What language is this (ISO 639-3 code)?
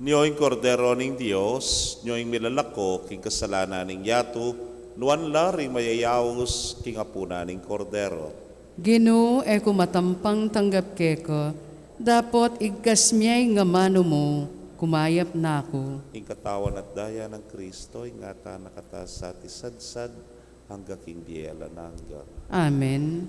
pam